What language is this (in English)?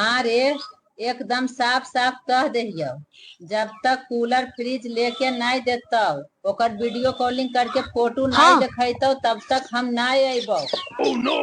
Magahi